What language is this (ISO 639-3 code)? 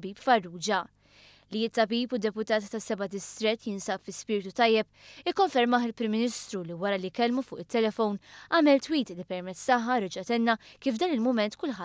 mlt